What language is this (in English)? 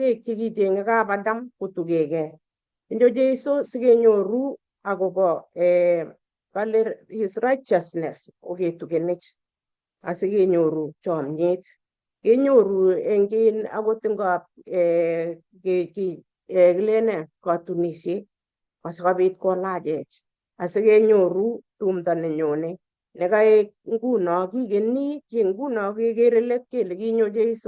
Kalenjin